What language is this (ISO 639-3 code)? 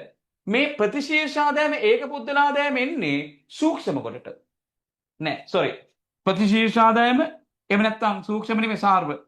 sin